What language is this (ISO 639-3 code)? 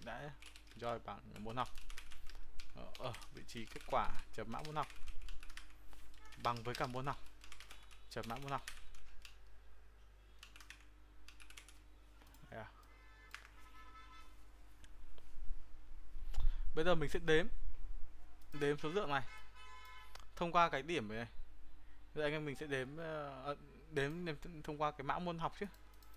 vie